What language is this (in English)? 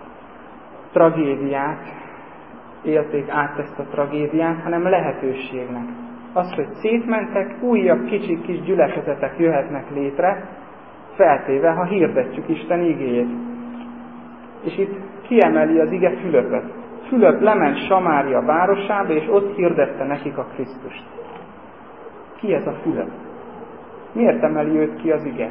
Hungarian